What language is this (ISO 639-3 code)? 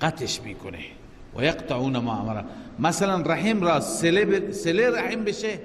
fas